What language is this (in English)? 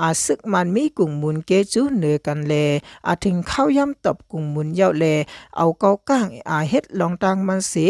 Shan